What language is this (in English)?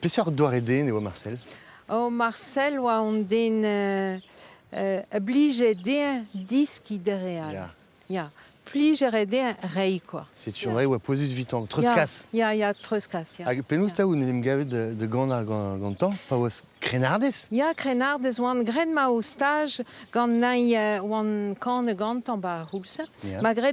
Breton